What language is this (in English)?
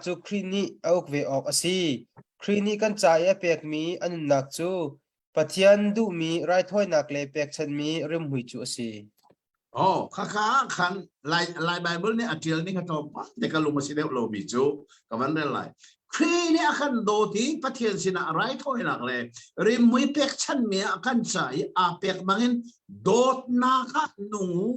Hakha Chin